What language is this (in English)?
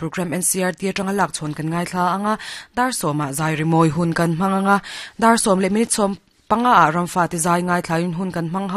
Mizo